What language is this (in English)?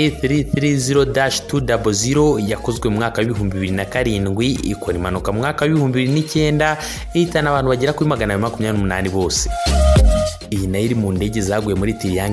Kinyarwanda